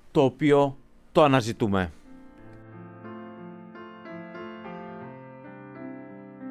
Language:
Greek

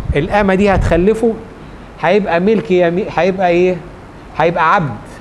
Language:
Egyptian Arabic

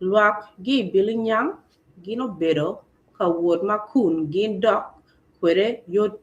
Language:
Acoli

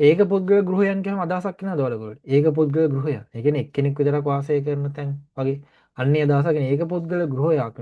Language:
Sinhala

